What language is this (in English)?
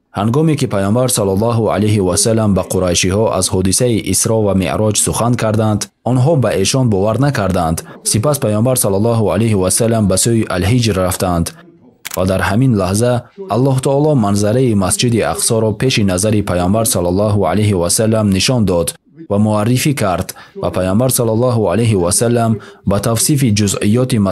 Tajik